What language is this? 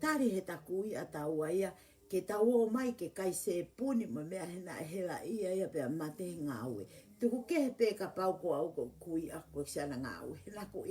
Tongan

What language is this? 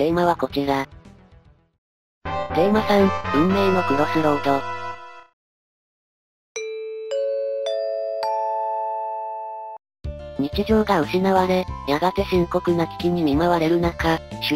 Japanese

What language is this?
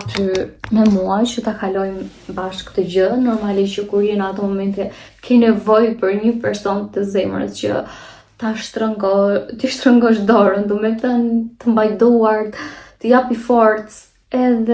Albanian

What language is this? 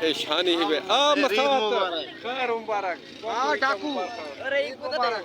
Saraiki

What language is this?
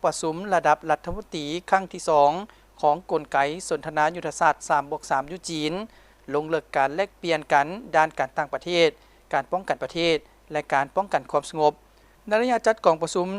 Lao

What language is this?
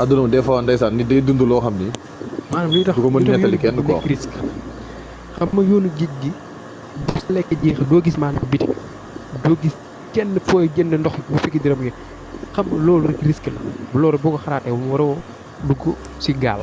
Wolof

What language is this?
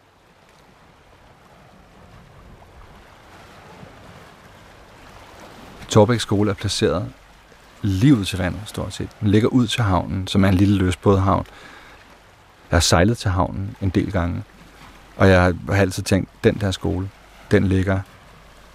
Danish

